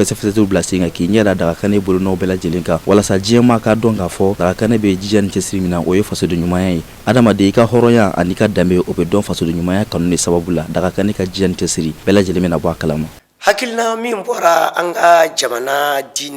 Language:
Bambara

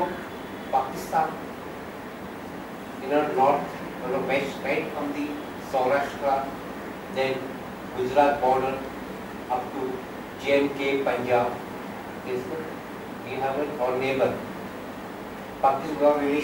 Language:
English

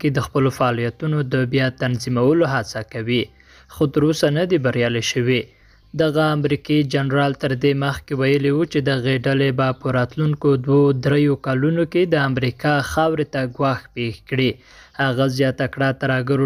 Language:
Pashto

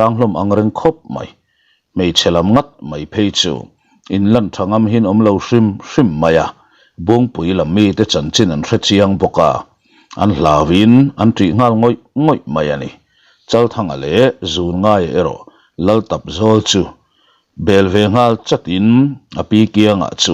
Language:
Mizo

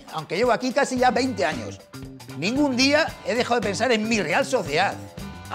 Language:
Spanish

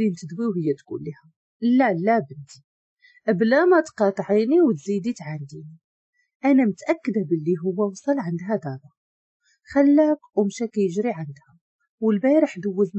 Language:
Moroccan Arabic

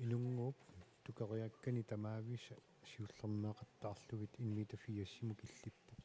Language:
Kalaallisut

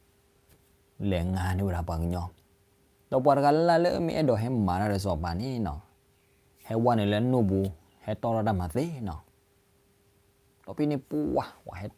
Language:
S'gaw Karen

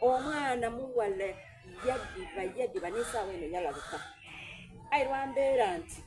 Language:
Soga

